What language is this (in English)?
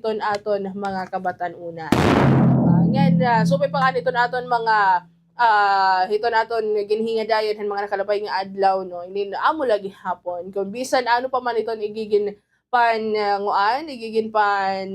Waray